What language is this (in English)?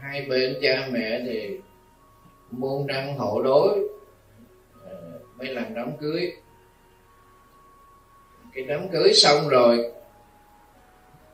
Vietnamese